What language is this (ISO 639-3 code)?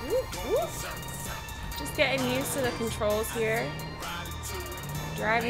eng